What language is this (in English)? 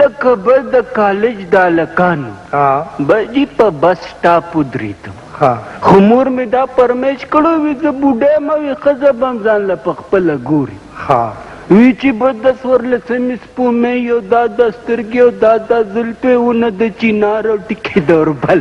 Pashto